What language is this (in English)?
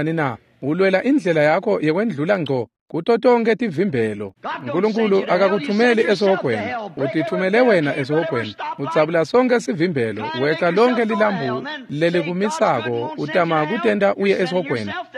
Swati